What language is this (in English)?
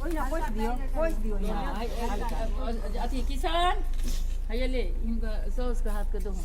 Maithili